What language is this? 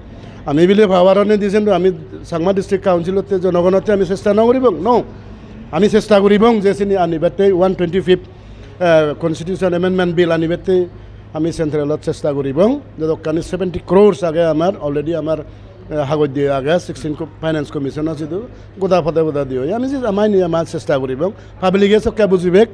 Chakma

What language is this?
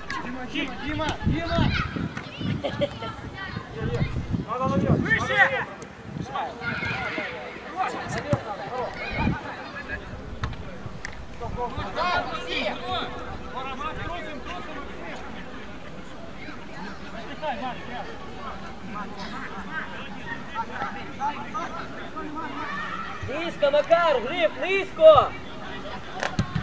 Ukrainian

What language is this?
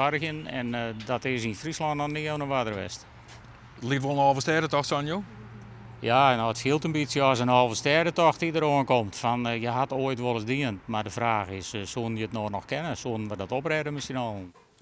Western Frisian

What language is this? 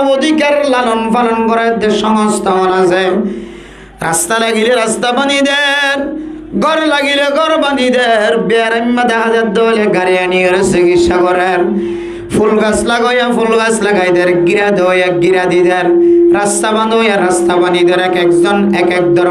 Rohingya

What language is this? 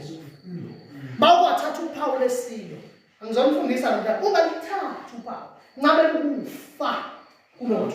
Zulu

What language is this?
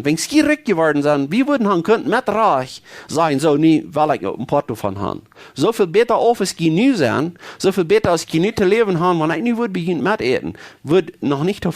Plautdietsch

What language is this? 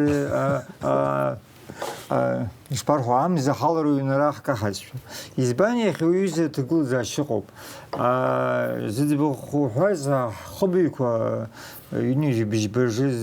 Abkhazian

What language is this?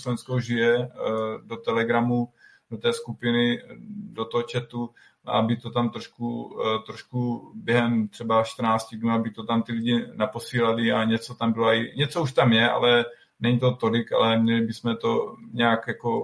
Czech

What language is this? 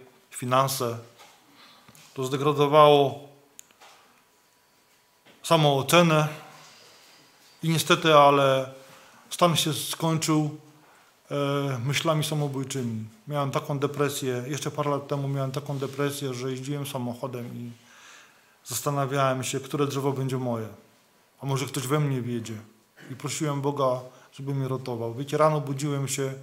Polish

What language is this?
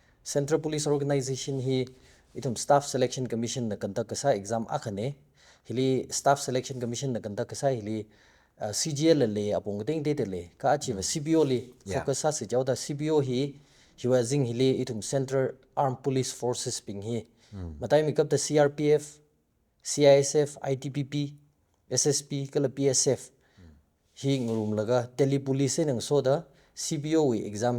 Tangkhul Naga (India)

